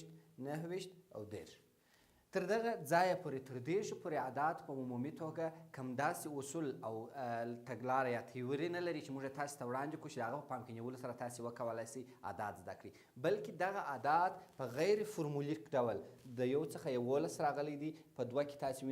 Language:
Pashto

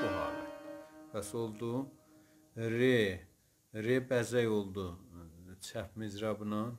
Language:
South Azerbaijani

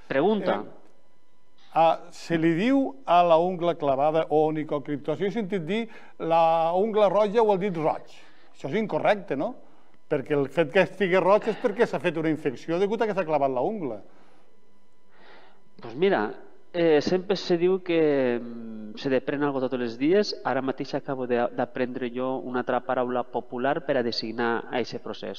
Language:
Catalan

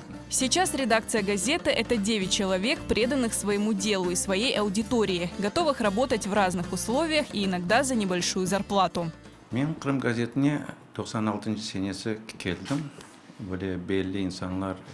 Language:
Crimean Tatar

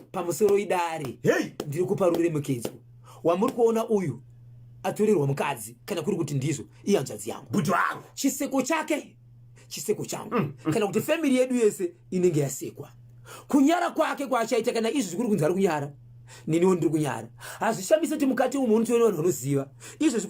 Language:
Shona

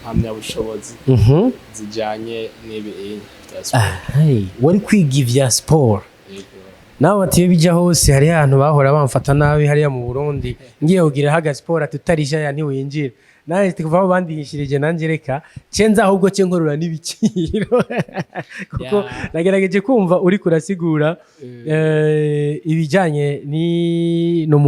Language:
Rundi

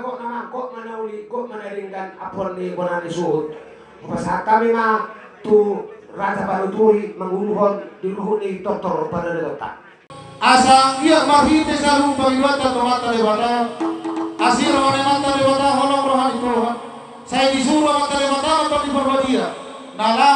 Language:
Batak Toba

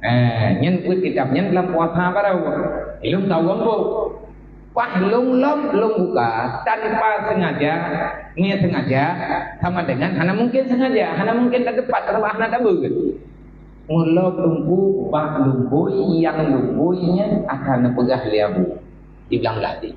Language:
Achinese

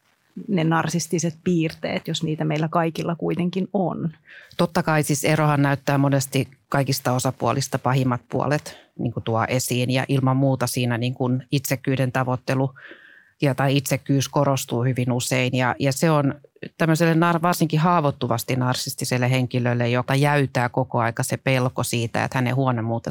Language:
Finnish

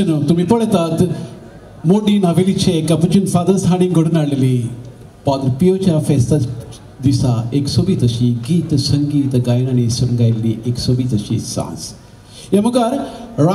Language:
Konkani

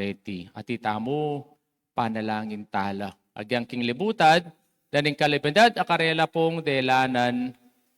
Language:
Pampanga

